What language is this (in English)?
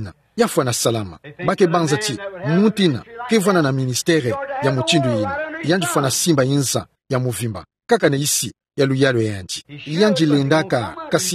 Kituba (Democratic Republic of Congo)